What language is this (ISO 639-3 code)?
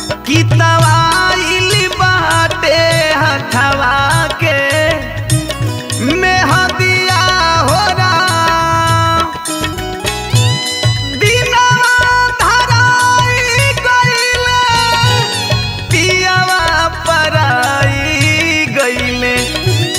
bho